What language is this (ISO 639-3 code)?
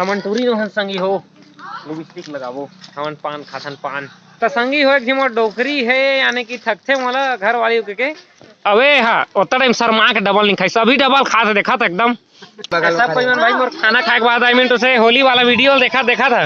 hne